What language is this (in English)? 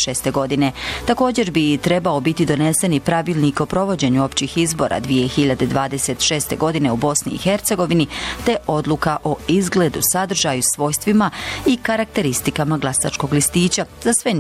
Bosnian